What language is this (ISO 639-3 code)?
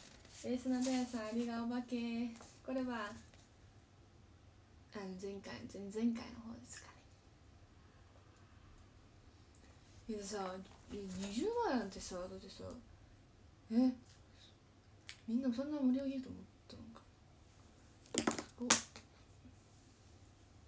jpn